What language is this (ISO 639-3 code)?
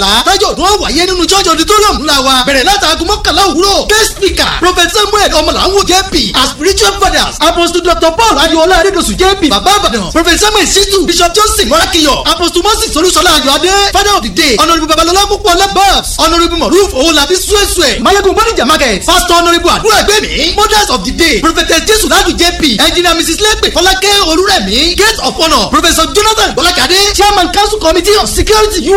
yor